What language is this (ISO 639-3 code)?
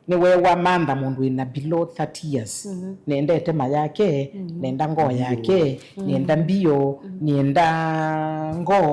kam